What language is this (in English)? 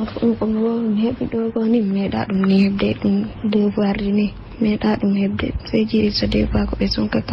Fula